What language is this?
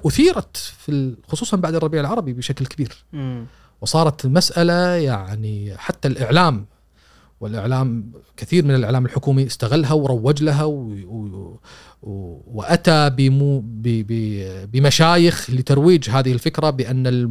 Gulf Arabic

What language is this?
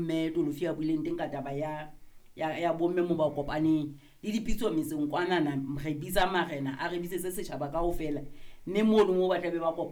Southern Sotho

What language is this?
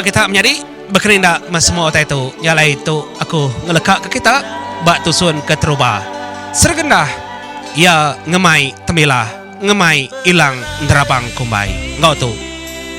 Iban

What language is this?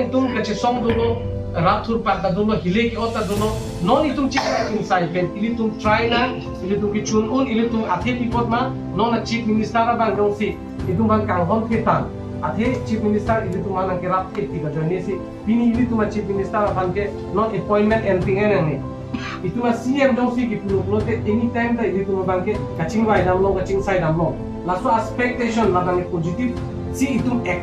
Karbi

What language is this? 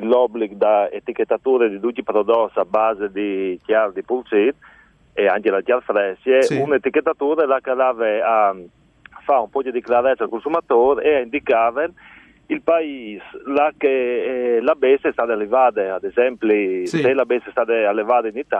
Friulian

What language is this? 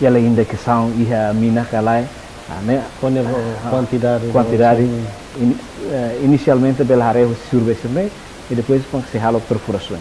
Tetum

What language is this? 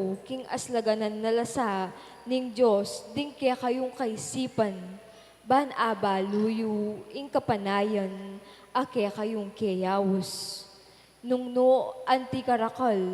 Pampanga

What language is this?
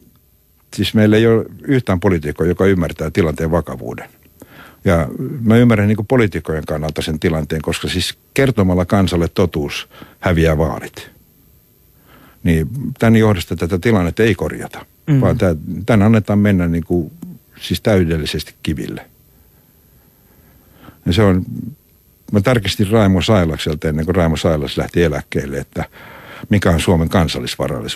Finnish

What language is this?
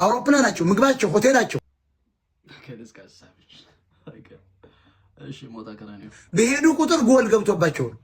Amharic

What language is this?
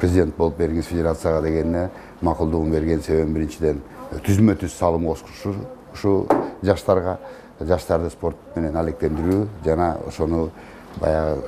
Kyrgyz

